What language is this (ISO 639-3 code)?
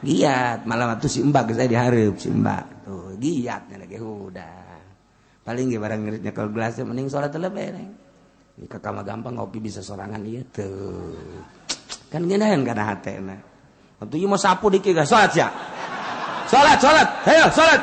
sun